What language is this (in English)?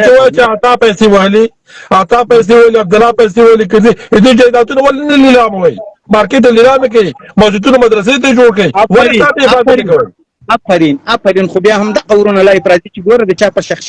Pashto